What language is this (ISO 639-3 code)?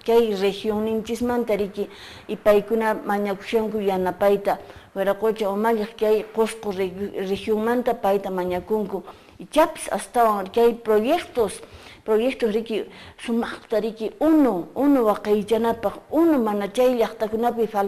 que